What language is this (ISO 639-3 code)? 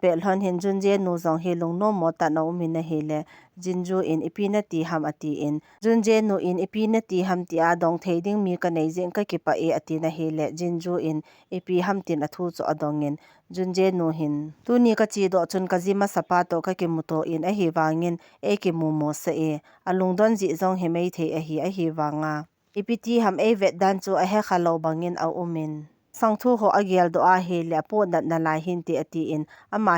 tcz